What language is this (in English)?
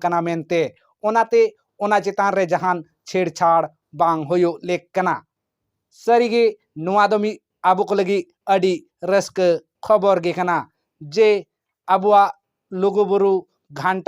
Santali